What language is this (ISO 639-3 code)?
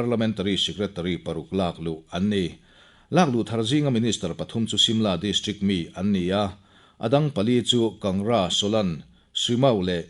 lus